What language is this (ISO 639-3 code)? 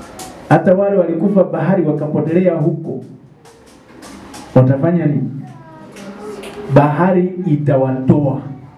swa